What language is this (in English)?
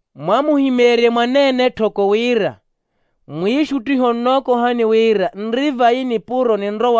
Makhuwa